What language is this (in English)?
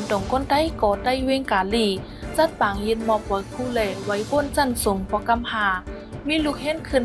Shan